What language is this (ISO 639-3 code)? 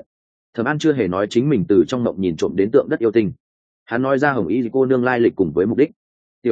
vie